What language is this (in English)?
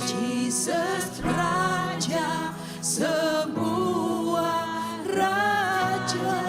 Iban